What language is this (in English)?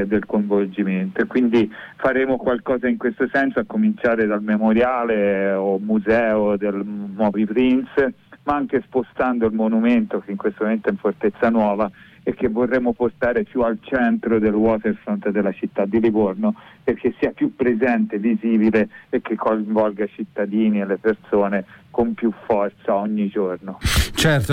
Italian